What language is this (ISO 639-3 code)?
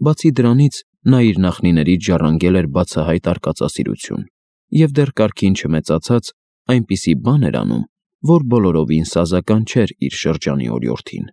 hye